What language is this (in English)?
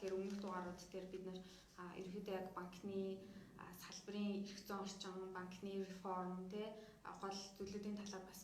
Mongolian